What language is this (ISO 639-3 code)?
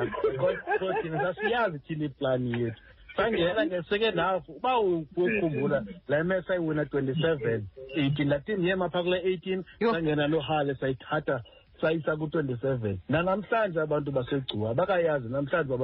xho